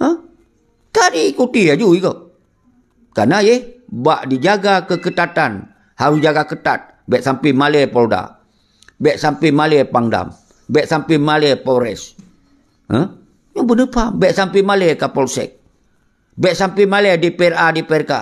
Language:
Achinese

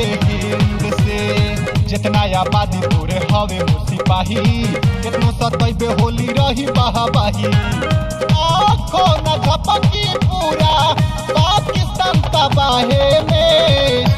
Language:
Bhojpuri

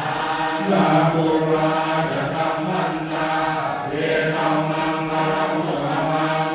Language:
Pali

